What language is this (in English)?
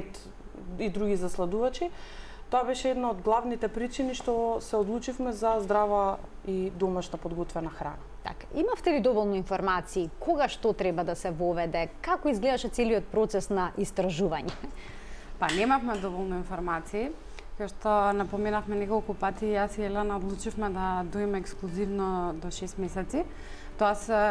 Macedonian